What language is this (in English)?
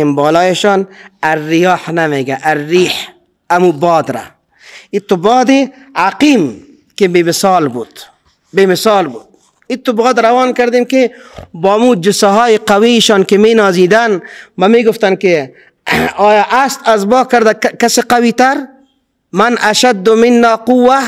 Persian